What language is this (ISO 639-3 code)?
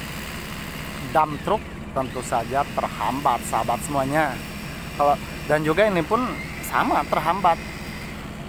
ind